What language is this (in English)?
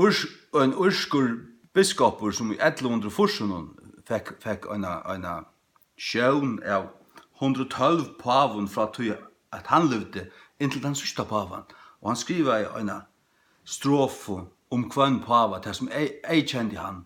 Faroese